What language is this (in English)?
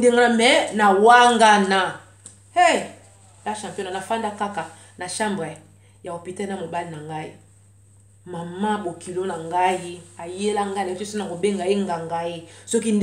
Lingala